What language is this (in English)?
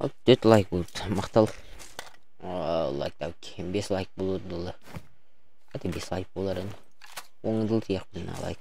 Yakut